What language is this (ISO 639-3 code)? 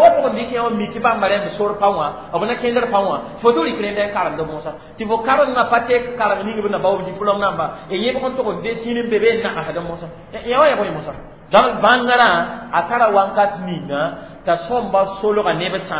mos